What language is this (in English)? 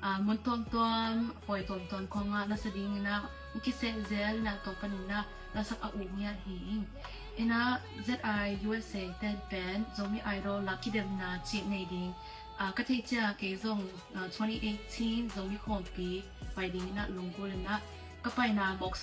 Tedim Chin